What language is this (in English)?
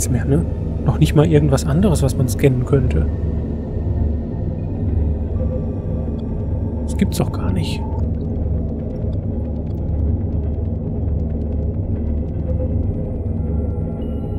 German